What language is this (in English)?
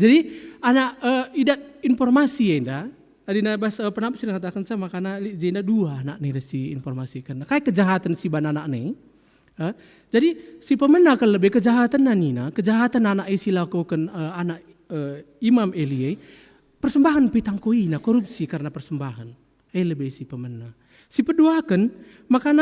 Batak Karo